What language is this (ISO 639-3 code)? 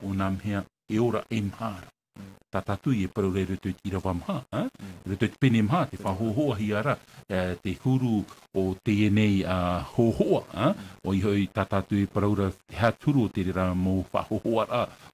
tah